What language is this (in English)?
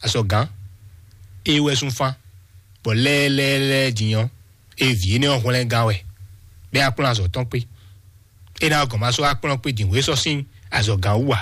Fon